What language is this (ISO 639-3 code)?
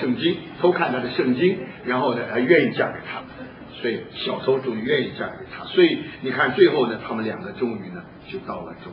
zho